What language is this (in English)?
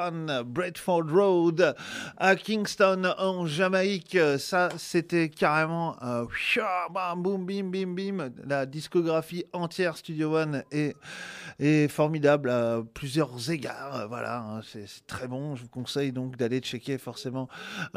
French